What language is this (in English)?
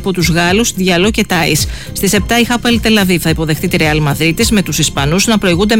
Greek